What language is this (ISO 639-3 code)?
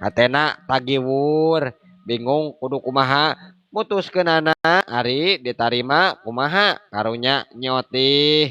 sun